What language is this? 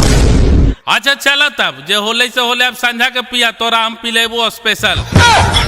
Magahi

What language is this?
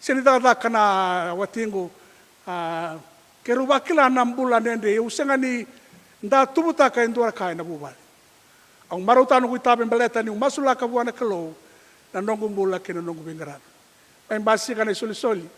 Fijian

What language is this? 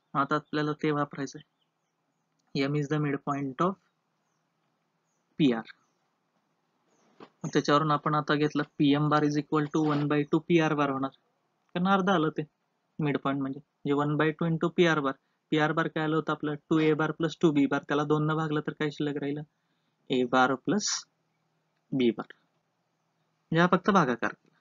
Marathi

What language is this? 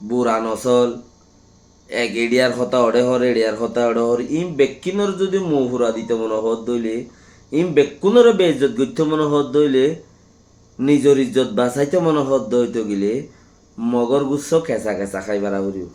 Rohingya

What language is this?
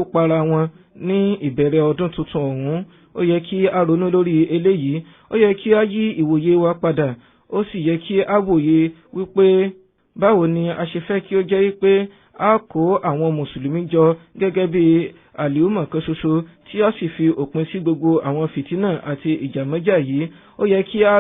Yoruba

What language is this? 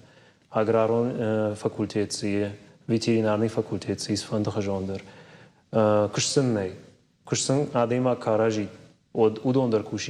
Ossetic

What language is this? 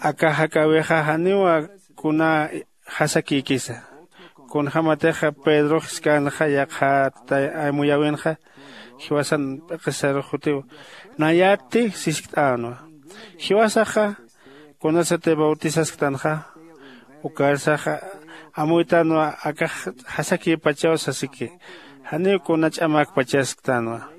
Aymara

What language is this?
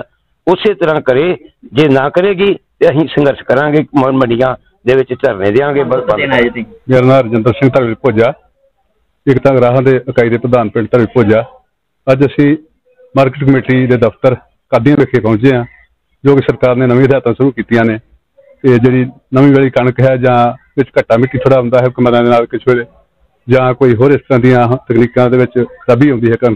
Punjabi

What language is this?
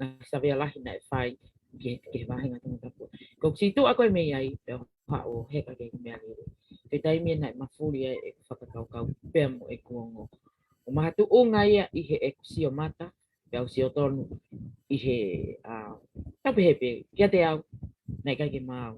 Tongan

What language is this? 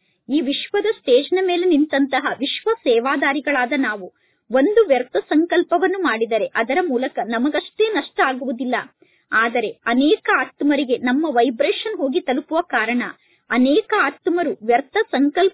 Kannada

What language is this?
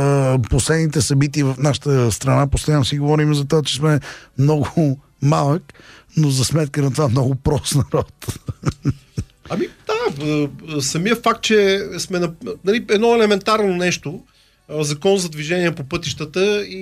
Bulgarian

